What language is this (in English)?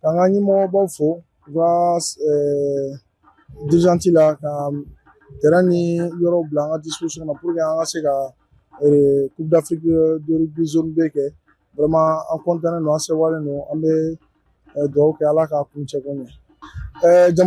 Bambara